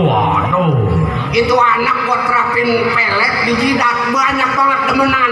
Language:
Betawi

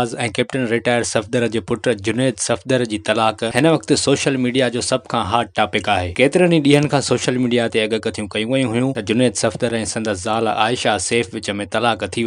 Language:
Sindhi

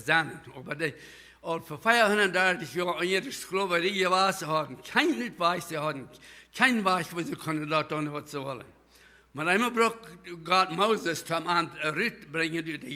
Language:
Plautdietsch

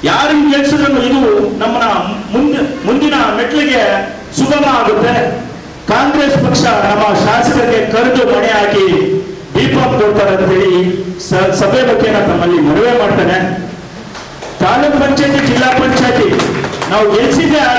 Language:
Kannada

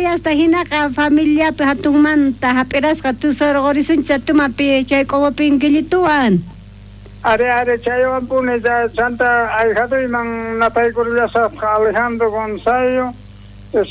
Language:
South Bolivian Quechua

